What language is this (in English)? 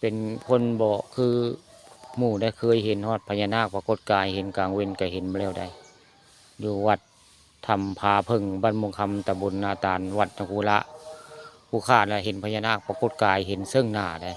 Northeastern Thai